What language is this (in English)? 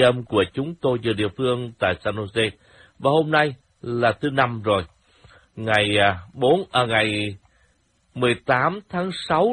Vietnamese